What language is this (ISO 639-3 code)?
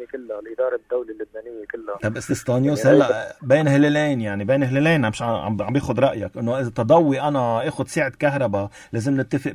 apc